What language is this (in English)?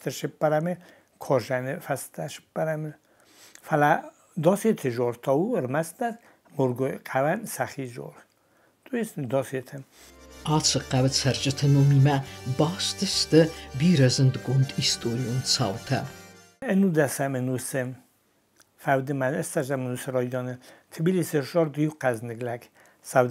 Ossetic